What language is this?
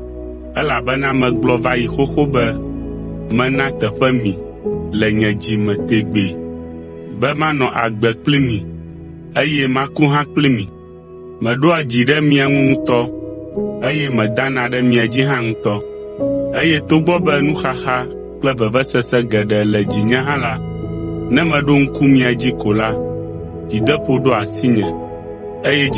Ewe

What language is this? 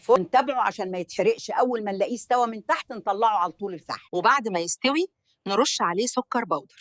Egyptian Arabic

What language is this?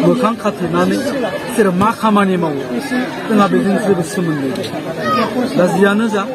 Bodo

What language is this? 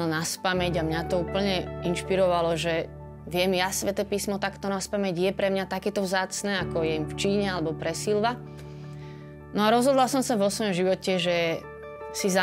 Slovak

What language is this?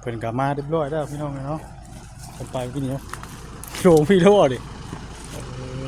Northeastern Thai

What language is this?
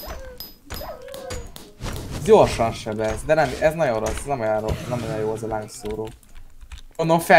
Hungarian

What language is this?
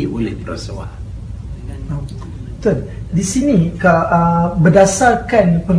Malay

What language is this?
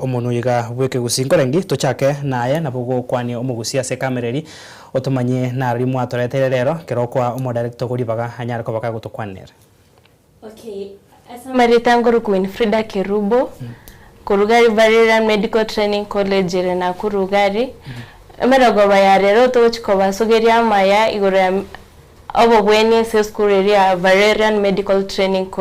Gusii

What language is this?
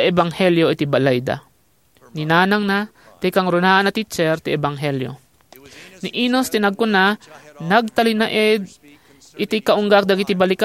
Iloko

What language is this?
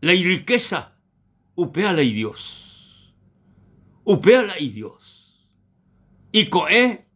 Guarani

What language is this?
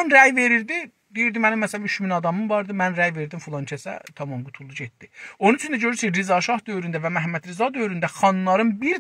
South Azerbaijani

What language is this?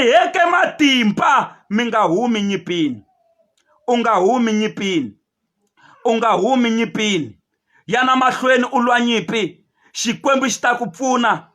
Tsonga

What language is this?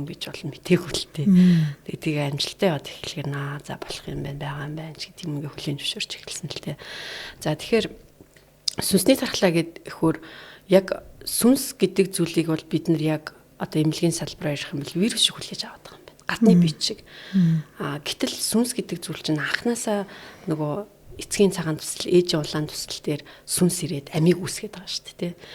Mongolian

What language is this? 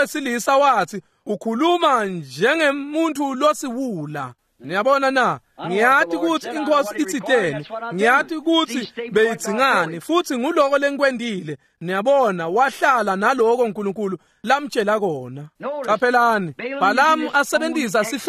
Swati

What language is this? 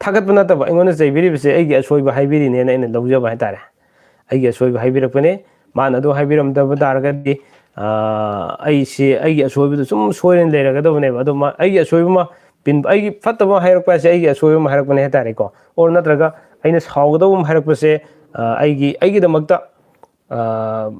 Manipuri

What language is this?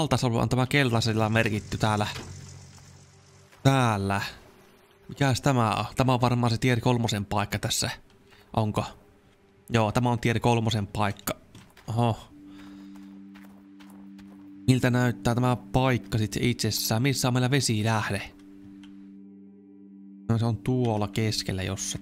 Finnish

